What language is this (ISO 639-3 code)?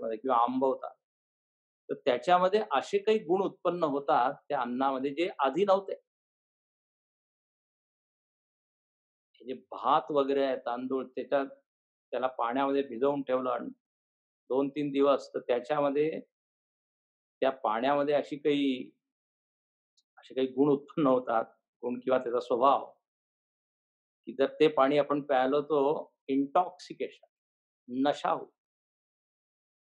mar